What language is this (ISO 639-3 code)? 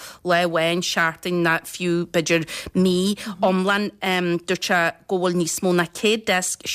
gle